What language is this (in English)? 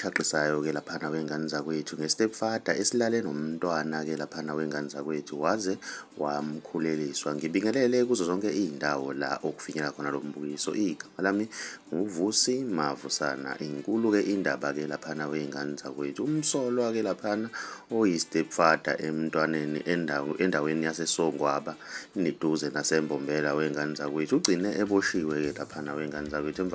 Zulu